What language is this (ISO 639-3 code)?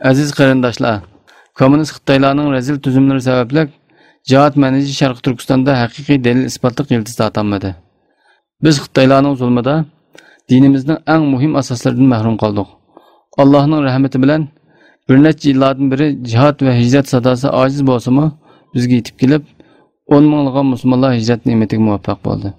uig